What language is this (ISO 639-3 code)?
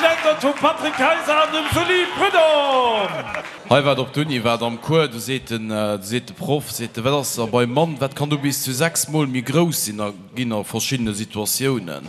ltz